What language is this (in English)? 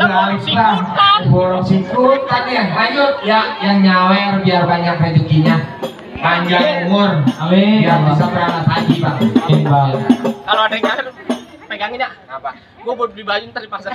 Betawi